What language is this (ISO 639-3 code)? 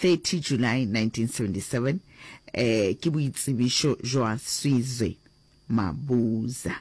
nso